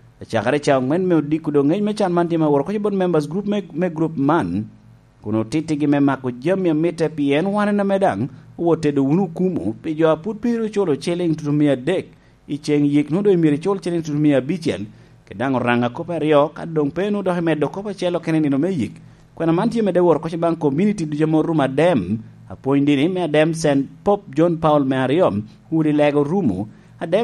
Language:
Lango (Uganda)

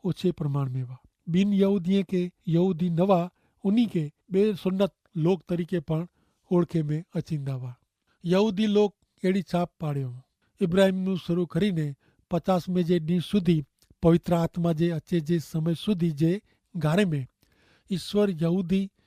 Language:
Kachhi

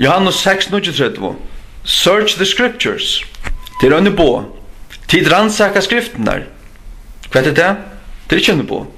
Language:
Faroese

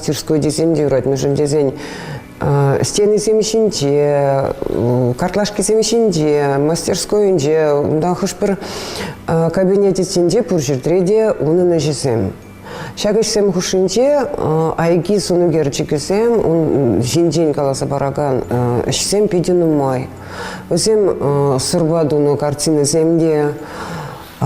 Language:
Chuvash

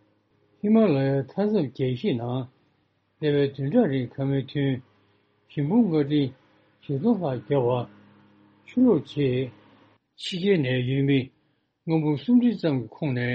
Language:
Tibetan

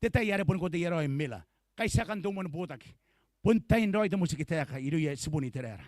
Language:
Gilbertese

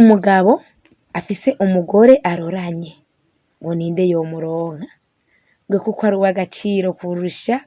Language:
Rundi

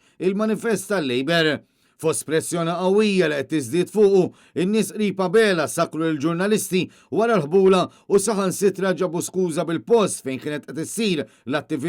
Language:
Maltese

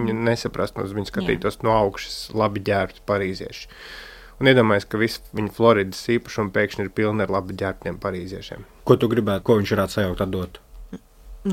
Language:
Latvian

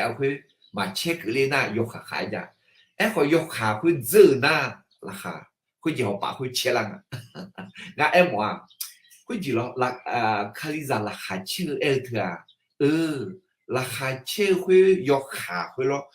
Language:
Akha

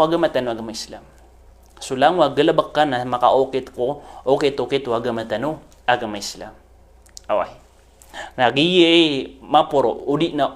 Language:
Maranao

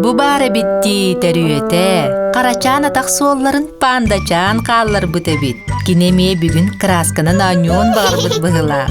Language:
Yakut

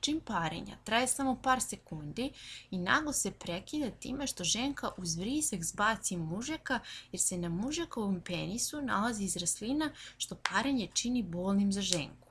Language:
Serbian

